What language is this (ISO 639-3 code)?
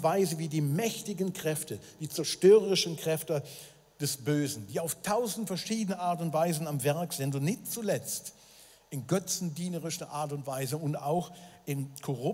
gsw